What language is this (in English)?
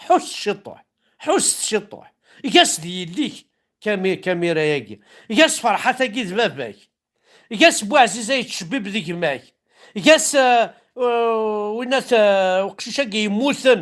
Kabyle